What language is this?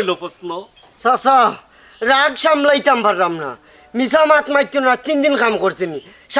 Sylheti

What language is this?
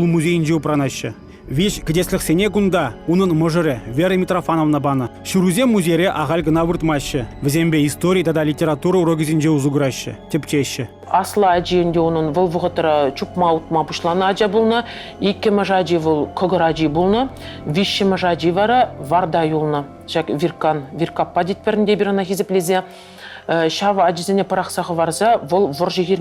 Chuvash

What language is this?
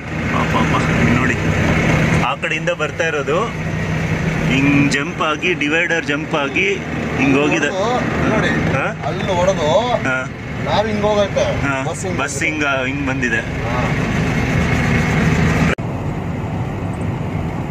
Kannada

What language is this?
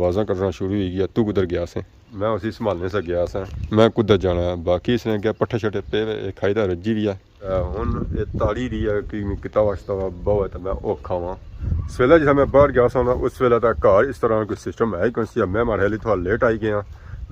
Pahari-Potwari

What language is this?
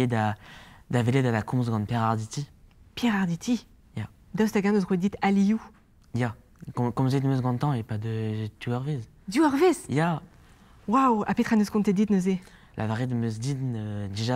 Breton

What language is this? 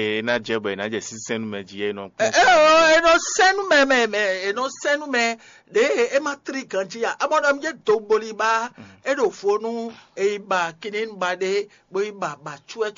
Fon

